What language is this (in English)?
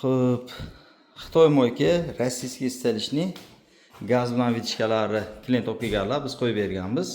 Uzbek